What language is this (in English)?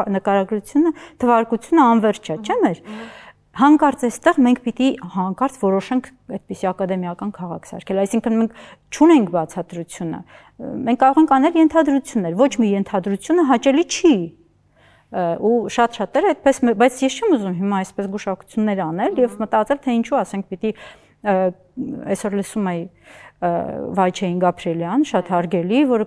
Armenian